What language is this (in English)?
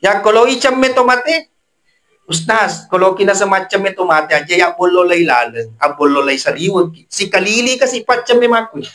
Buginese